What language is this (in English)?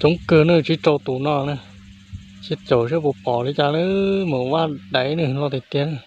Hmong